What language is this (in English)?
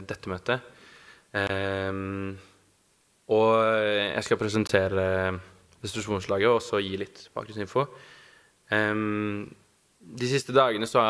Norwegian